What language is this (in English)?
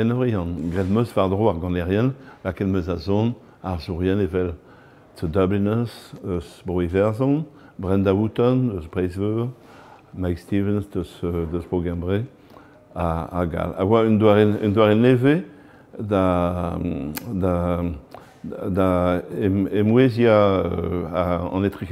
Breton